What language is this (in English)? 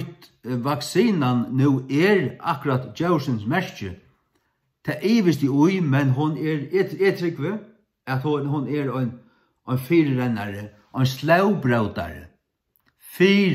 Faroese